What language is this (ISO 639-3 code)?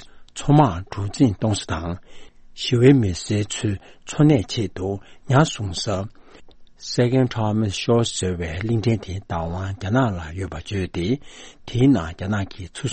bod